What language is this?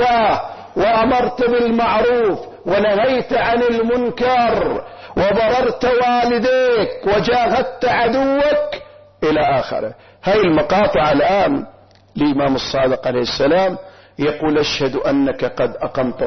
Arabic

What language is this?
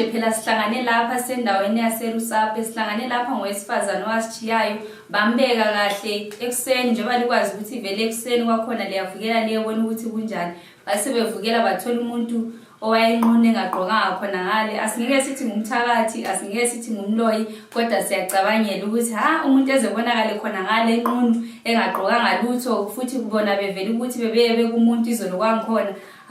Shona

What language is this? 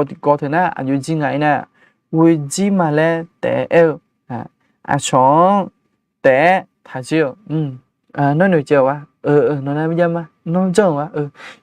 Akha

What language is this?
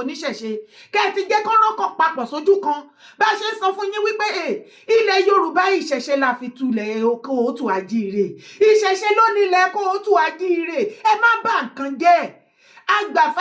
Yoruba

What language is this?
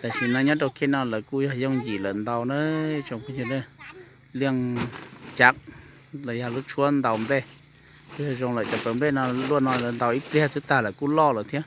Hmong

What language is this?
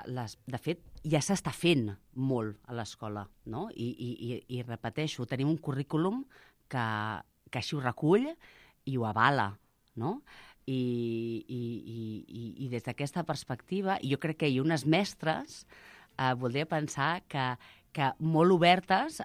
Catalan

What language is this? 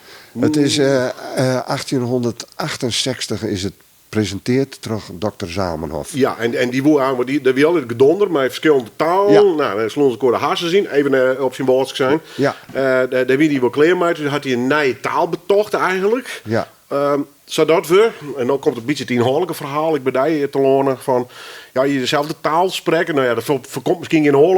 Western Frisian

